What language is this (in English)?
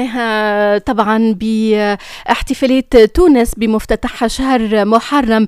Tunisian Arabic